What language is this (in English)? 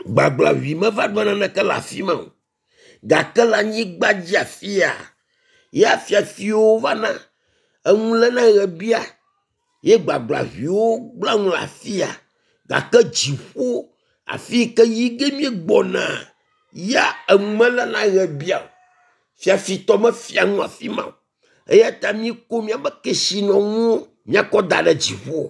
Ewe